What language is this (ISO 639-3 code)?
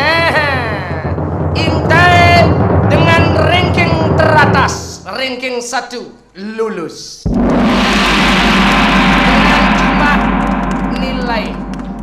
ban